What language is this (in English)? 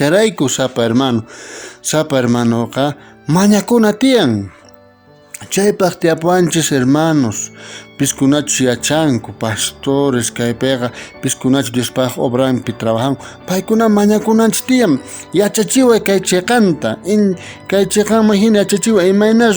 South Bolivian Quechua